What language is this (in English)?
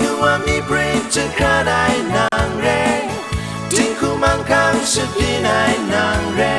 Kachin